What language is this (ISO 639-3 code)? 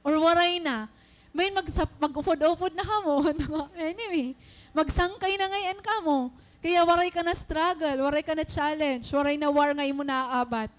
war